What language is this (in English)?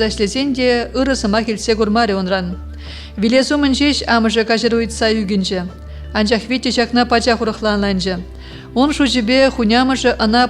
Chuvash